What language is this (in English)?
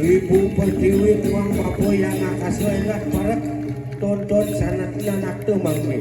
Balinese